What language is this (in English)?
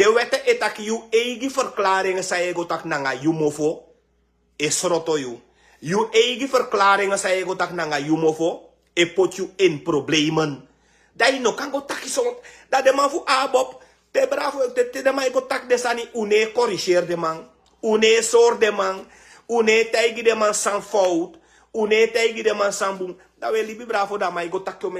Sranan Tongo